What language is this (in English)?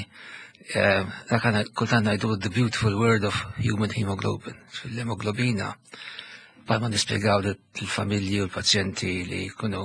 Maltese